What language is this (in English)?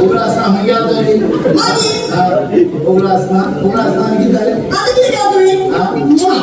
Konkani